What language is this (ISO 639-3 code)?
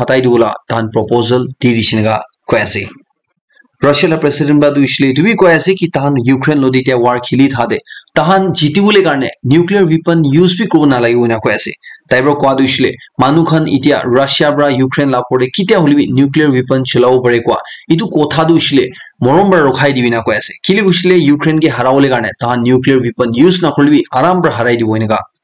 nag